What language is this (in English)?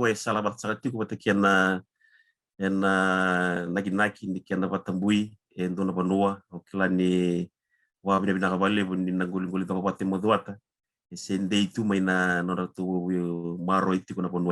Fijian